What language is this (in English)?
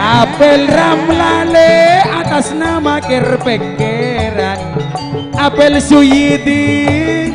Madurese